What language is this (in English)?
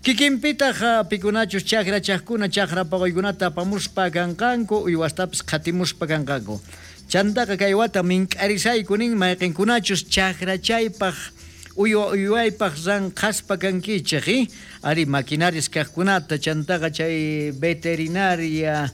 South Bolivian Quechua